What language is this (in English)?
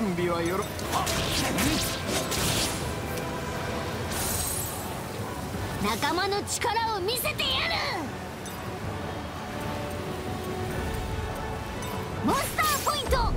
Japanese